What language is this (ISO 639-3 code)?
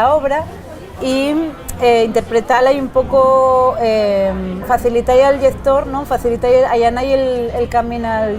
ast